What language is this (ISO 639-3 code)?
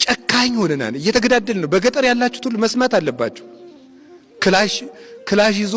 amh